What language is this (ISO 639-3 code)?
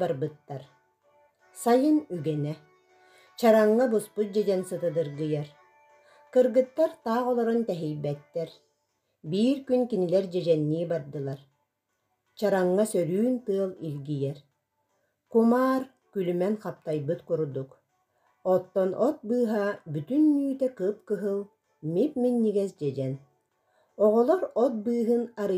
sah